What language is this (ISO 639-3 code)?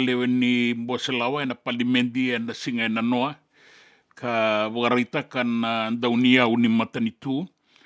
fij